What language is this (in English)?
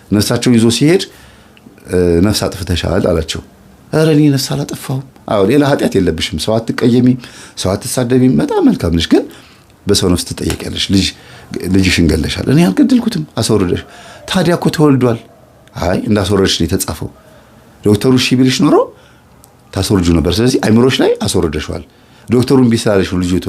Amharic